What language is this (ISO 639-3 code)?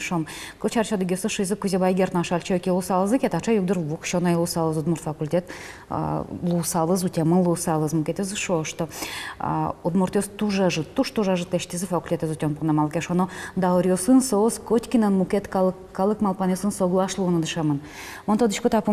udm